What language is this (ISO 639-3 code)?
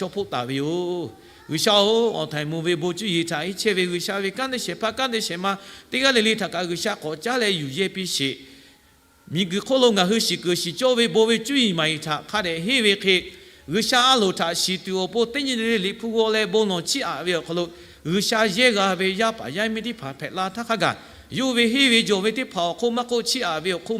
lhu